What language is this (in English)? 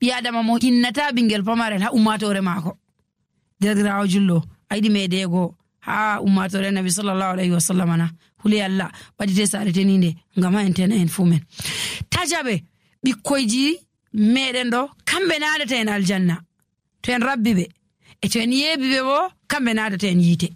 Nigerian Fulfulde